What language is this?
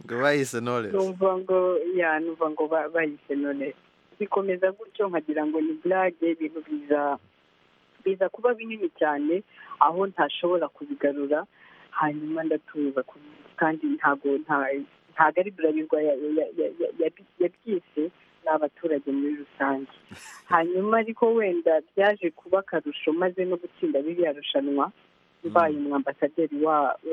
Kinyarwanda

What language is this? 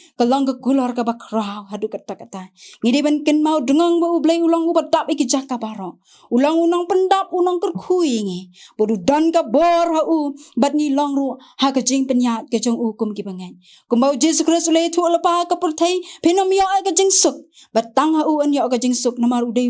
Khasi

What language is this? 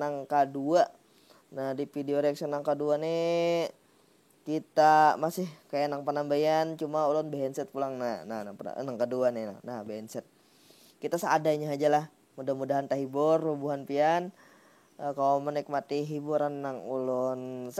Banjar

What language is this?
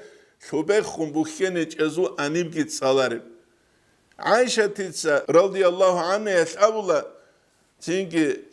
Avaric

